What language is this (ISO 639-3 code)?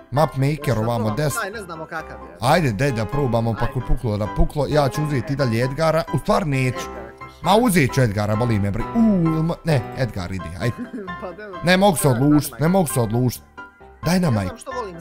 bos